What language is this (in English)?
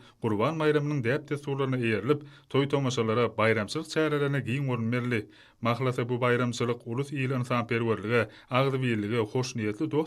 Turkmen